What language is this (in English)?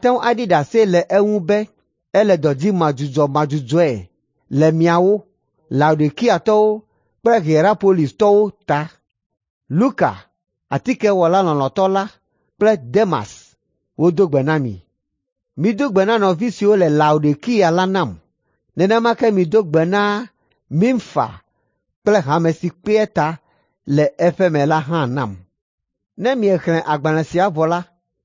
Ewe